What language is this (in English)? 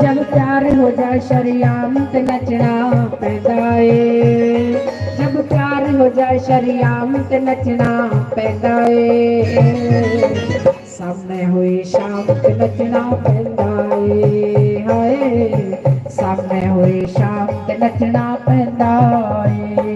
Dogri